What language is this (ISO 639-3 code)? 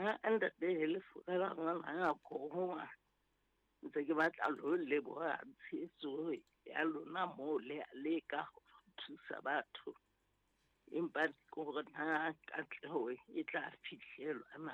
sot